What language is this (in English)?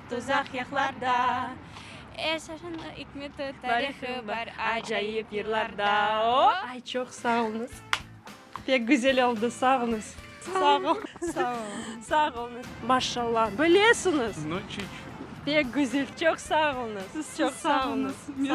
Crimean Tatar